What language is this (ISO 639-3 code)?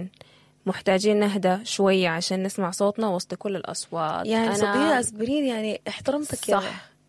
apd